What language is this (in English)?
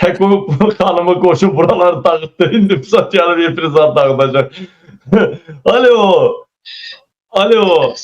Azerbaijani